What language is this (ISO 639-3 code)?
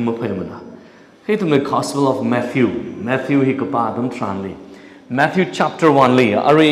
nmf